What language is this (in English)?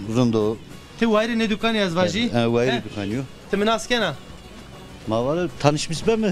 Zaza